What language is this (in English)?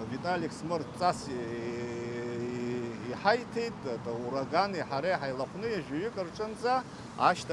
Abkhazian